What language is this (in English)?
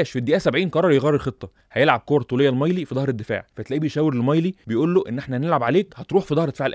Egyptian Arabic